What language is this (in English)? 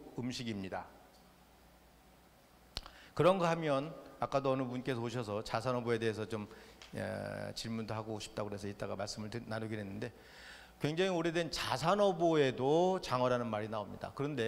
Korean